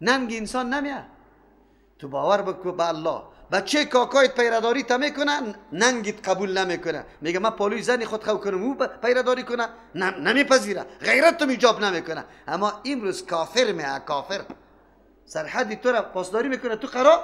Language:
Persian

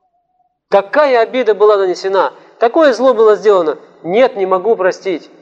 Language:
Russian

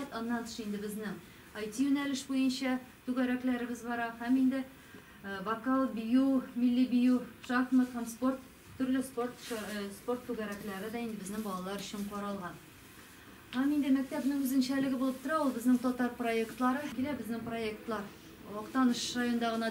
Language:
Tatar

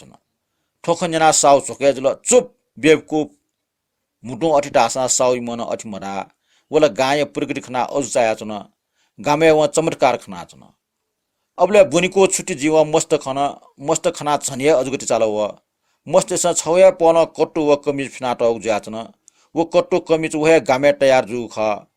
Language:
Newari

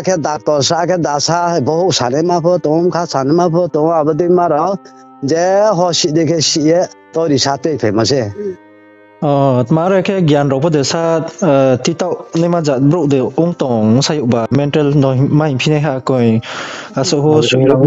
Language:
Riang (India)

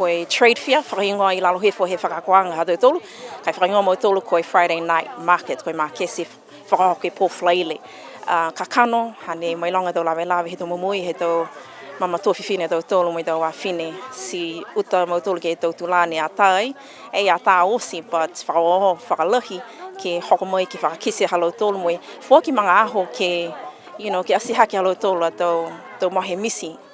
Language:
Niuean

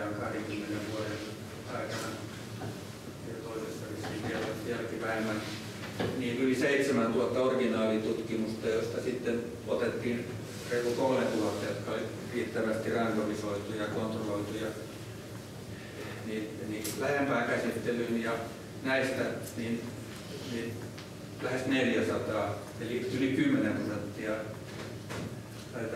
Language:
Finnish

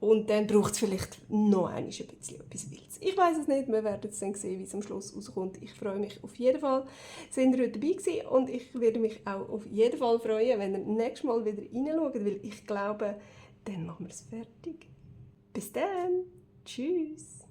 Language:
Swiss German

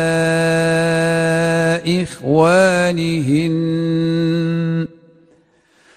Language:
Arabic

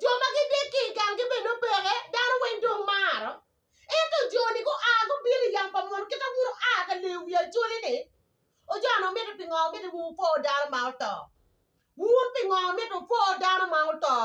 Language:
Acoli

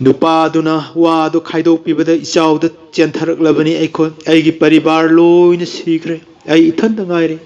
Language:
Manipuri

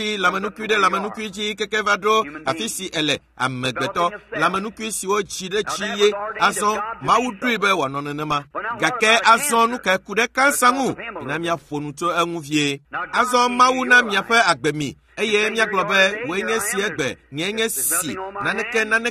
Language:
Ewe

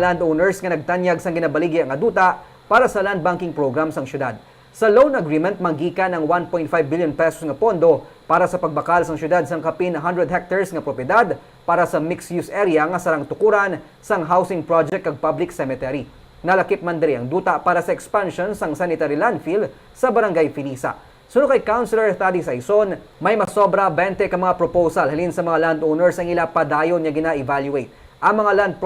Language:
Hiligaynon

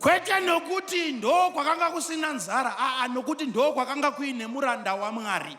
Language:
Shona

